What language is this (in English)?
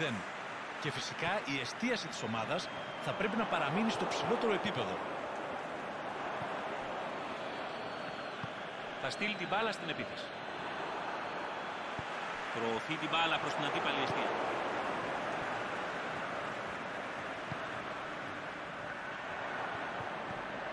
Greek